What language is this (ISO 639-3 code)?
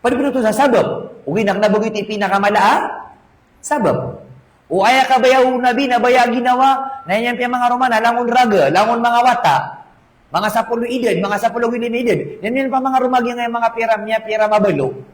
mrw